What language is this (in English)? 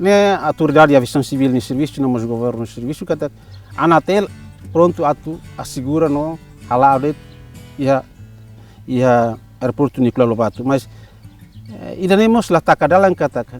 Tetum